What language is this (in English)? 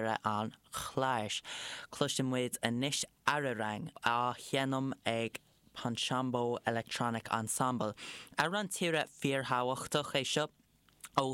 Irish